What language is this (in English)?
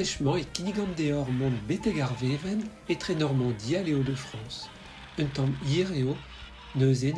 Breton